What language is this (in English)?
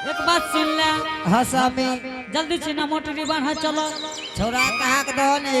Angika